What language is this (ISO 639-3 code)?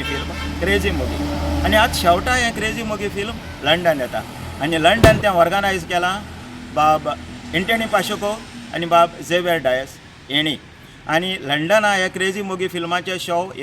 kok